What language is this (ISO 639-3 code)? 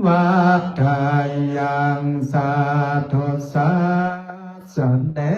pli